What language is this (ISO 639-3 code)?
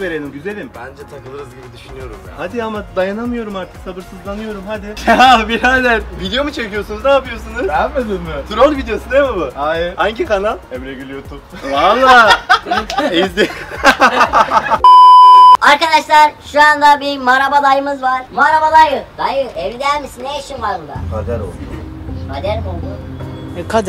tur